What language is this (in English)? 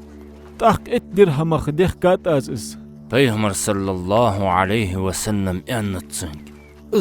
Ingush